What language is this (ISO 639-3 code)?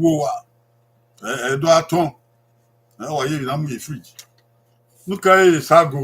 bin